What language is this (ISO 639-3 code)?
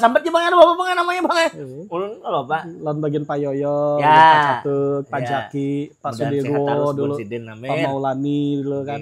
bjn